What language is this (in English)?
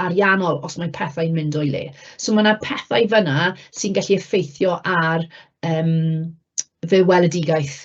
Welsh